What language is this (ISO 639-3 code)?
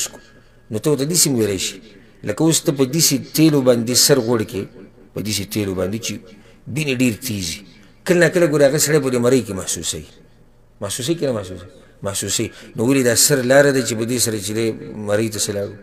pus